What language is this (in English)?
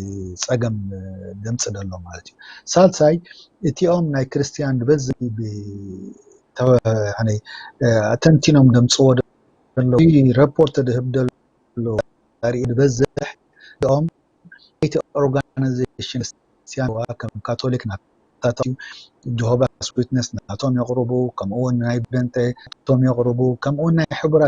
Tigrinya